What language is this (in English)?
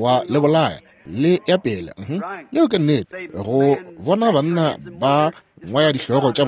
Northern Sotho